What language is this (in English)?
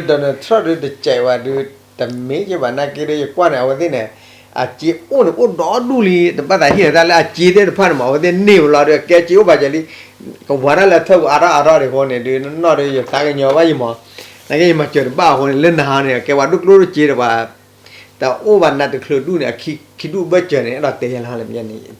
S'gaw Karen